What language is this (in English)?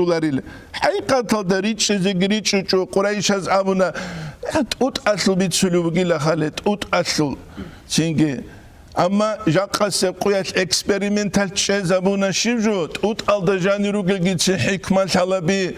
Avaric